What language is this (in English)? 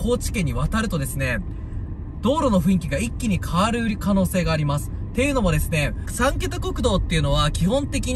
Japanese